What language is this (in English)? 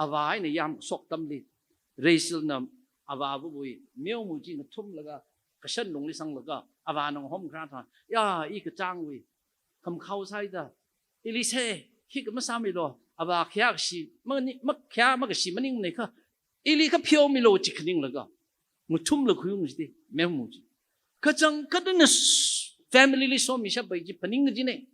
Tangkhul Naga (India)